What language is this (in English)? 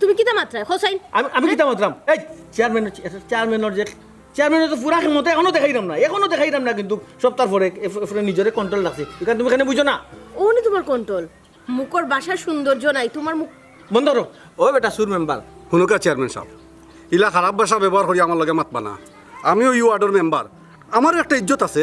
Sylheti